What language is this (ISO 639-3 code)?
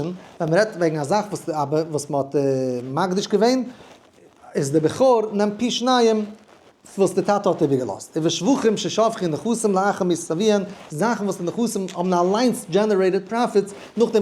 yid